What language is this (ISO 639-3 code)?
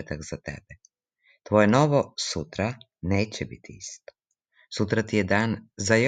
srp